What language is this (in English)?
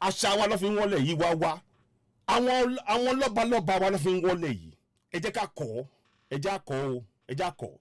Yoruba